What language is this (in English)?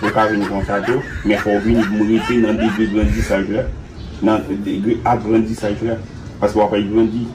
Haitian Creole